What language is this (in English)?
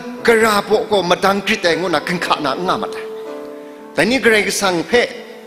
Kachin